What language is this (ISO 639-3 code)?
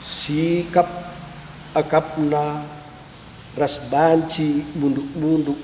btx